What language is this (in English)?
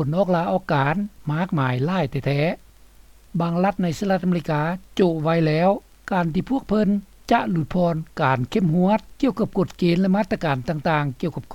Lao